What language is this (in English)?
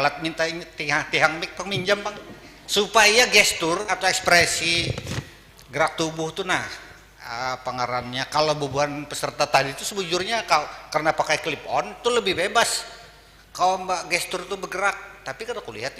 Banjar